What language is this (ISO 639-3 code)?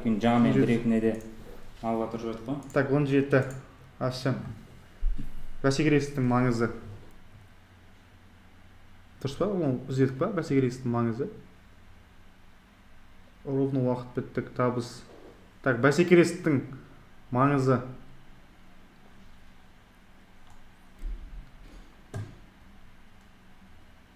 kaz